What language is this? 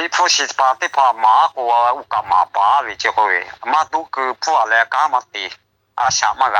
Lahu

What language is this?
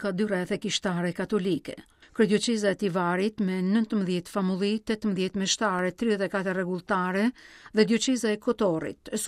Albanian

